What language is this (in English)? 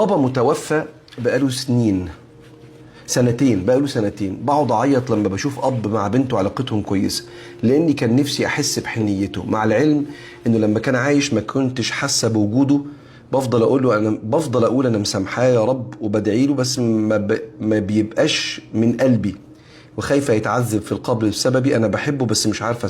Egyptian Arabic